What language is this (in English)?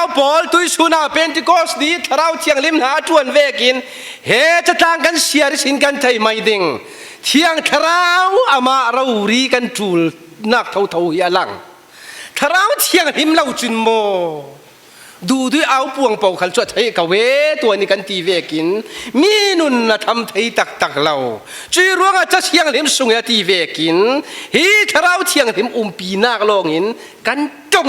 Falam Chin